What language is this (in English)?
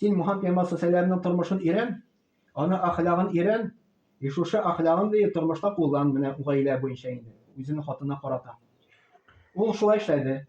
Tatar